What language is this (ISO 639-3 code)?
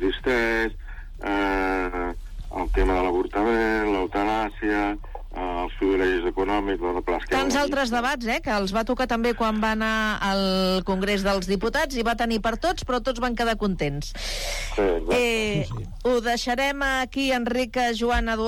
cat